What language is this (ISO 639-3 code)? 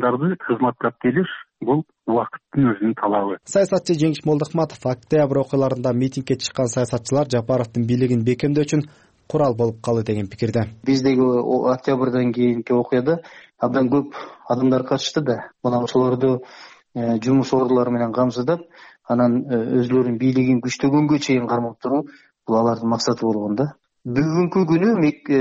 kir